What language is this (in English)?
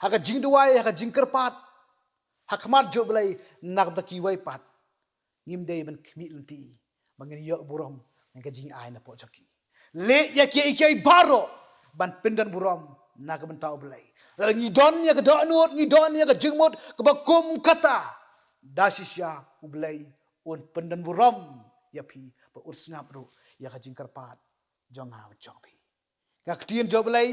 Khasi